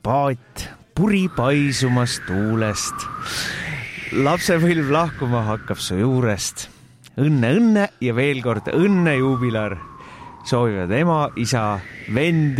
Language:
Estonian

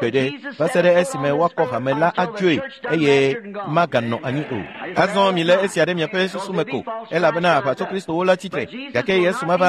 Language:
Ewe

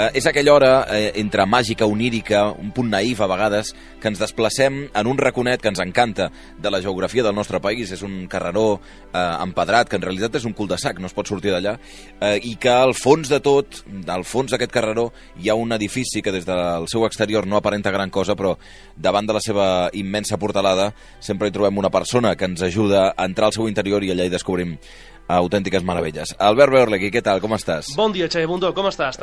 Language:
Catalan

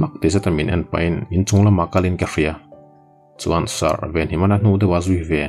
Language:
Mizo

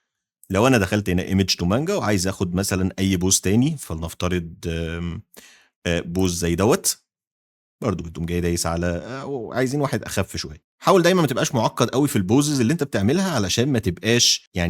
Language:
Egyptian Arabic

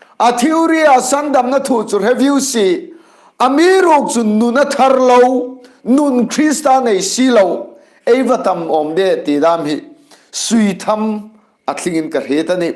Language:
Hmar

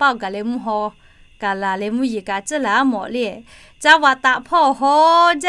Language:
Lahu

